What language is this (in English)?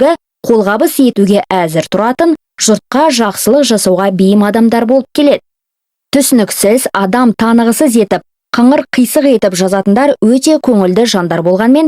Kazakh